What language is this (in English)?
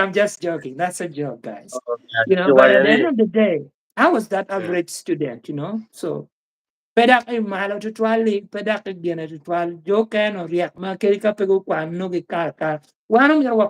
Acoli